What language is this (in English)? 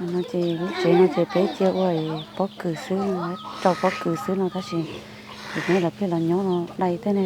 Hmong